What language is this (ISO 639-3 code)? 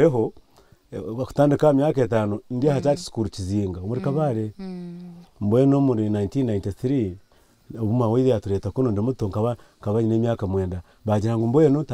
nyn